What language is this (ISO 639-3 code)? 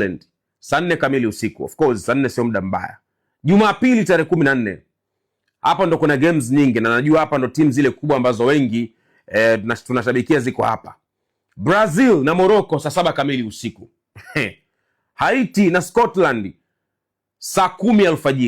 swa